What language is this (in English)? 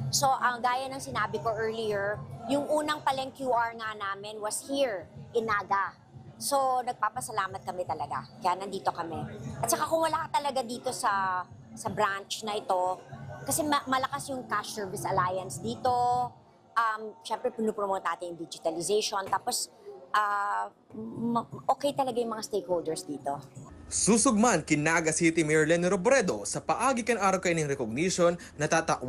Bikol